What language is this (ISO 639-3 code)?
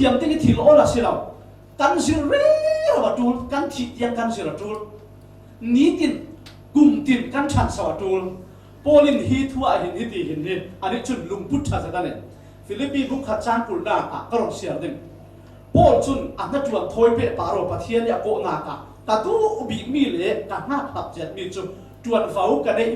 cfm